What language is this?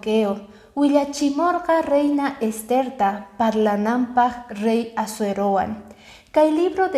Quechua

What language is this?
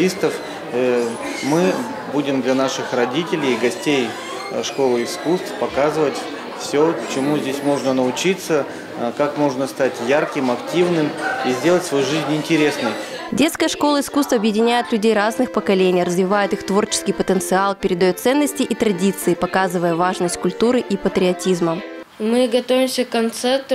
Russian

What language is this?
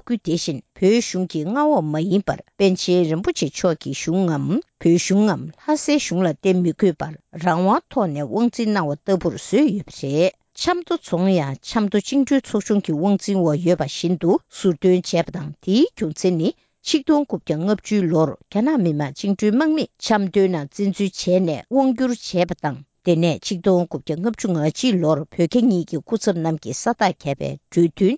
Tibetan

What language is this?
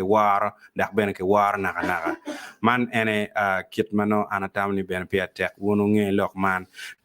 Acoli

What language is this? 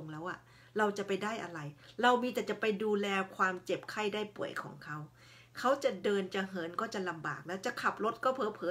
Thai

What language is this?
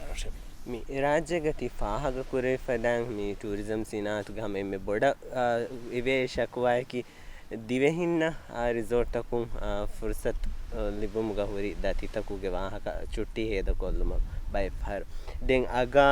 Divehi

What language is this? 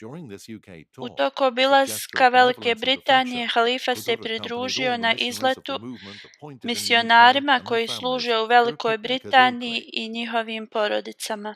Bosnian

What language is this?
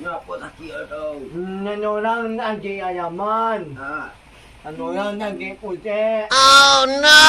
Minangkabau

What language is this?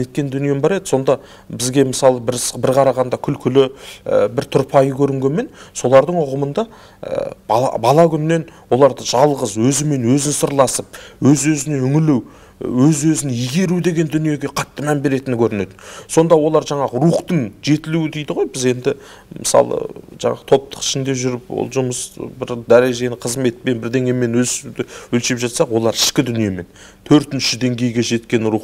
Kazakh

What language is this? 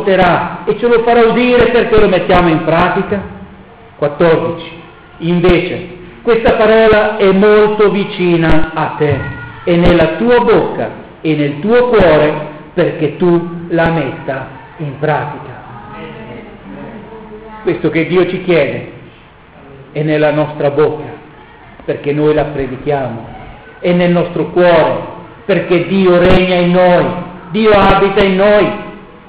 Italian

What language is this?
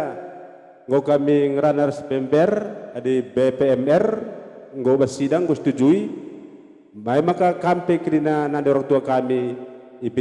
Batak Karo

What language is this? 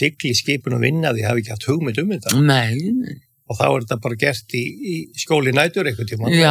Icelandic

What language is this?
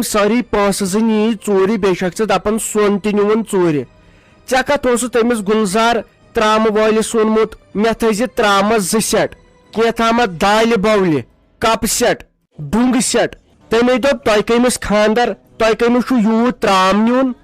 Kashmiri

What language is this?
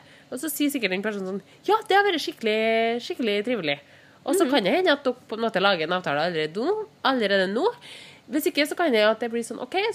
Norwegian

